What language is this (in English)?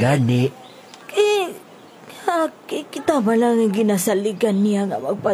Hiligaynon